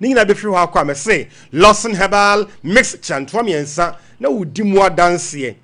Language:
Akan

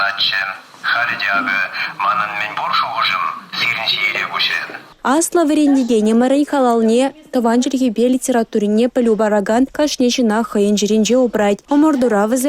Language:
Chuvash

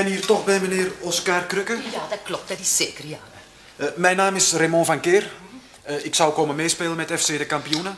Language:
Dutch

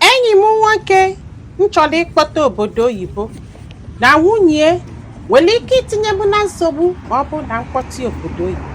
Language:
Igbo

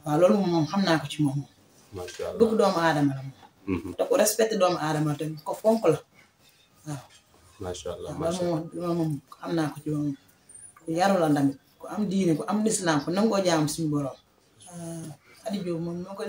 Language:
Wolof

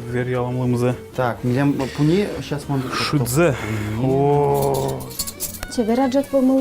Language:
Udmurt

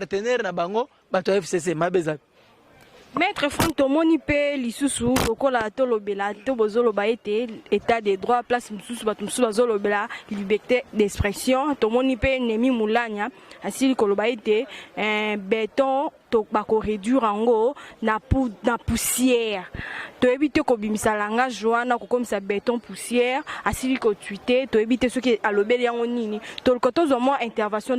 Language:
Lingala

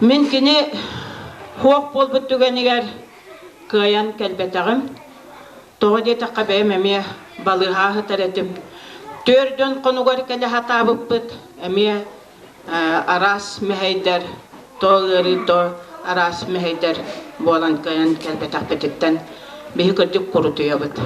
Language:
Yakut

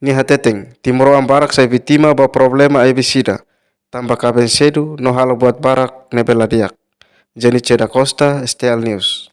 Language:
Tetum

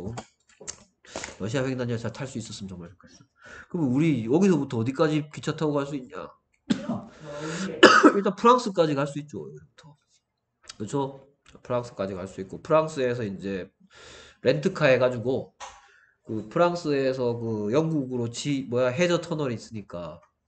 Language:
Korean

